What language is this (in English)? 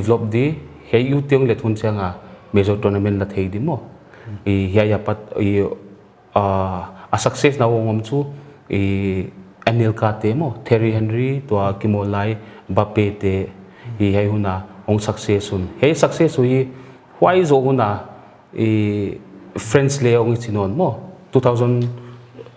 Paite Chin